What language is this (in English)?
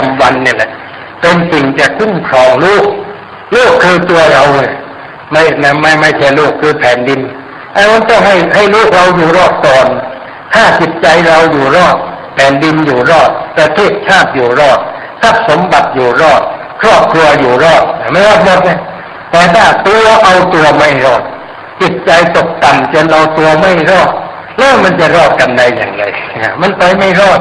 Thai